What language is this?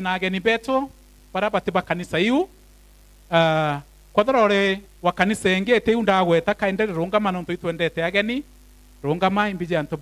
Meru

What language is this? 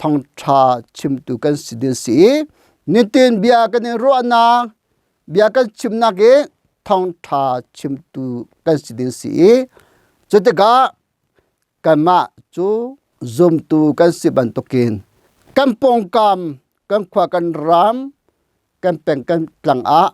Hakha Chin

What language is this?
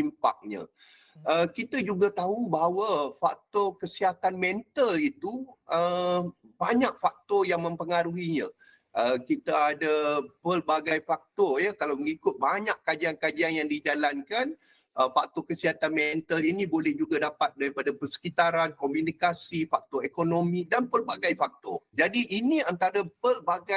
Malay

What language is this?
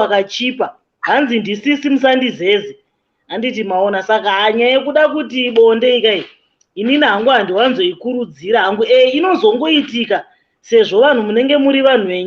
Shona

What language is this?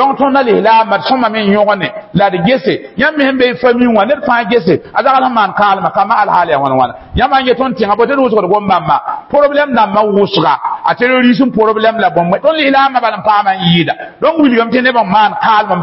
Mossi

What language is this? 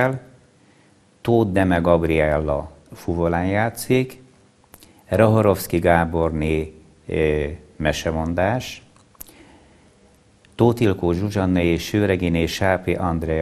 Hungarian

